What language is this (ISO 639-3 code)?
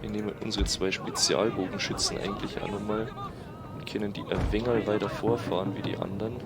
bar